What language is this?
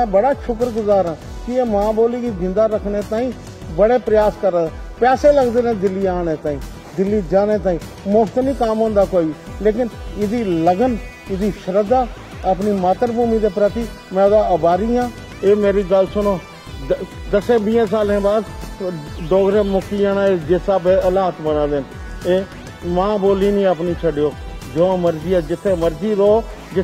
Dogri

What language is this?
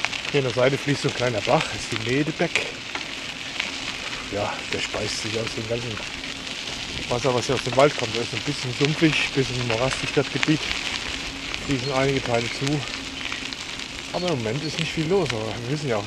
German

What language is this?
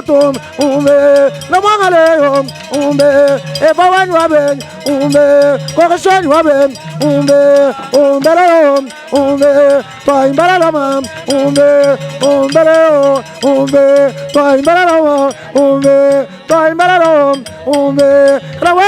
Luba-Lulua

